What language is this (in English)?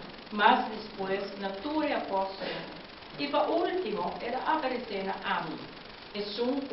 Papiamento